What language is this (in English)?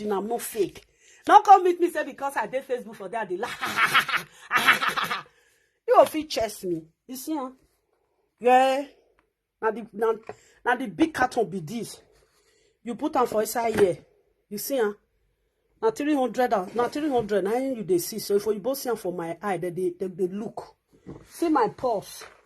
Nigerian Pidgin